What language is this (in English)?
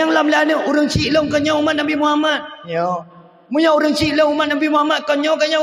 Achinese